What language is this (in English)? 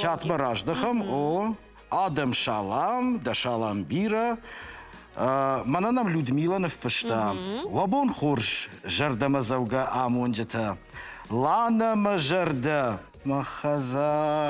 Ossetic